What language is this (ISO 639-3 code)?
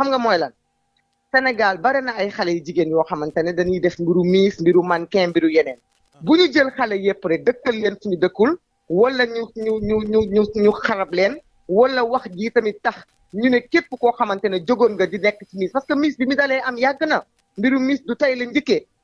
wol